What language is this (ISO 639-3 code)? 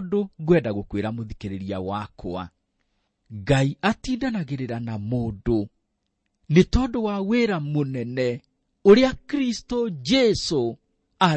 kik